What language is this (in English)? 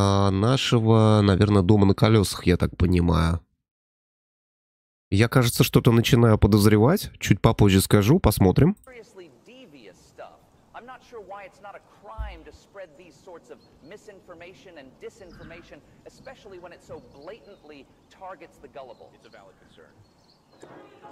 Russian